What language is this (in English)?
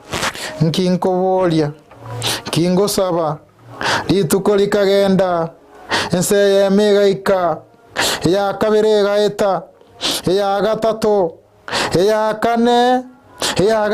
Gusii